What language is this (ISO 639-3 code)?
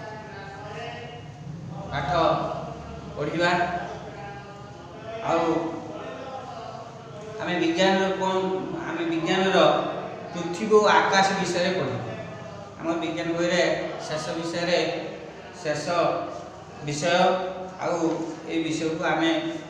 ori